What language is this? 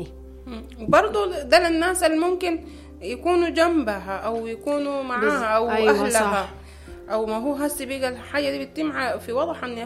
Sudanese Arabic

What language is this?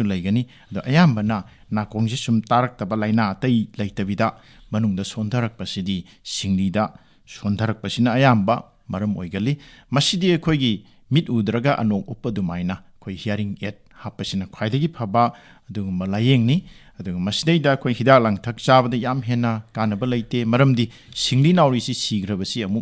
Manipuri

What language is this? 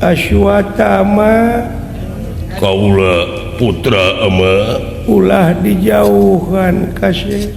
Sundanese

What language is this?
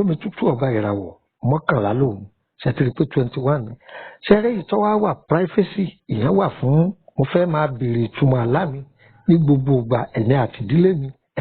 Yoruba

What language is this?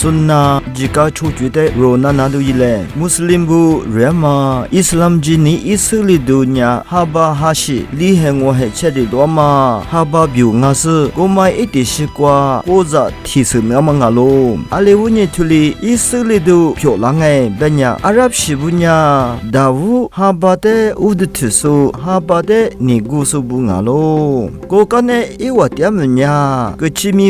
Lisu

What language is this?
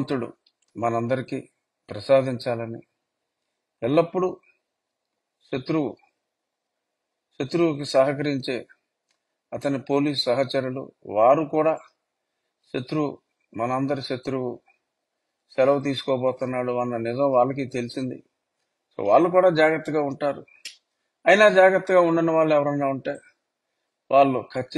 Telugu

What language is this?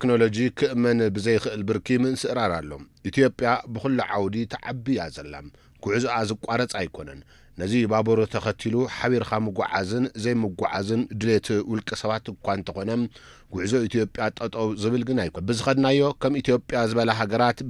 Tigrinya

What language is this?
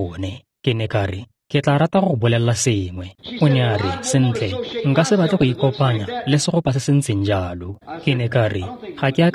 Tswana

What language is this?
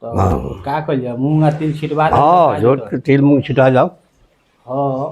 Bhojpuri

